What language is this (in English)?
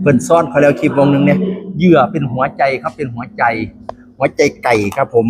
Northeastern Thai